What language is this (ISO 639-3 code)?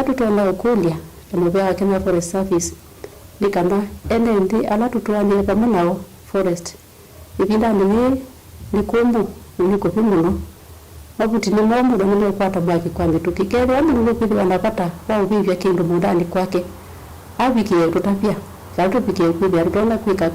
kam